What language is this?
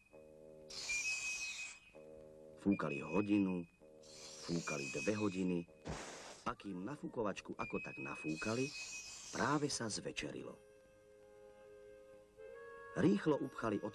Slovak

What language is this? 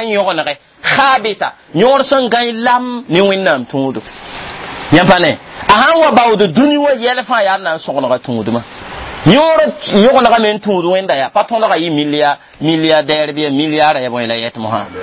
Mossi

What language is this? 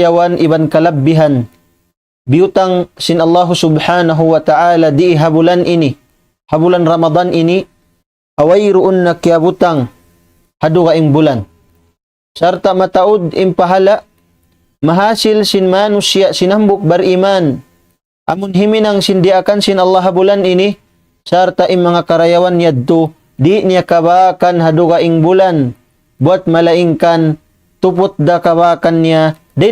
Tausug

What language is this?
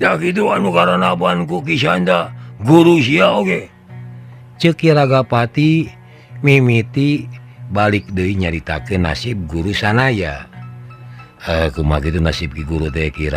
Sundanese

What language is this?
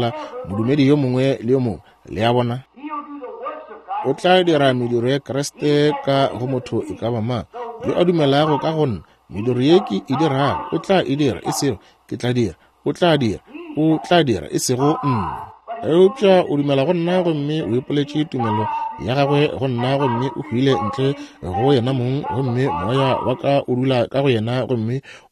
Northern Sotho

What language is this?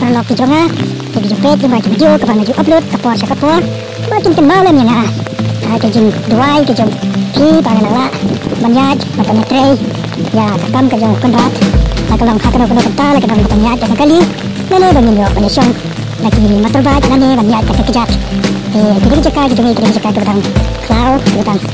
Khasi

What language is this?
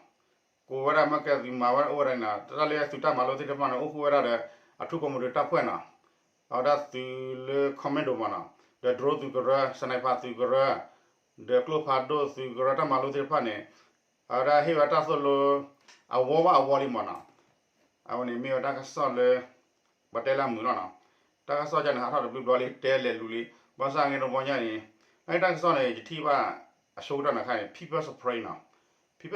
S'gaw Karen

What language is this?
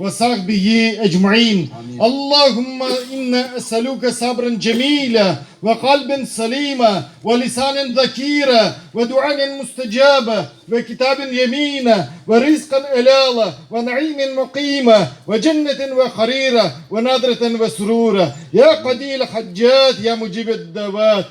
Crimean Tatar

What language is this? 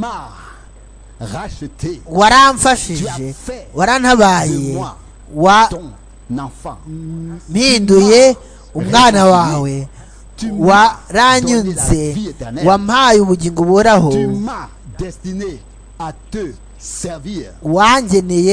Kinyarwanda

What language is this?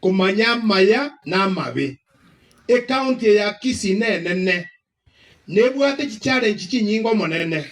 Gusii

